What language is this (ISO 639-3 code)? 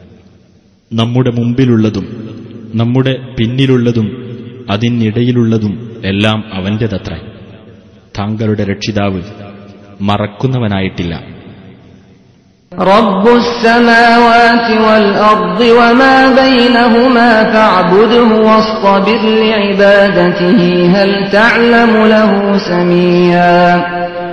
mal